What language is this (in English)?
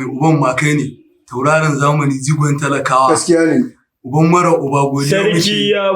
Hausa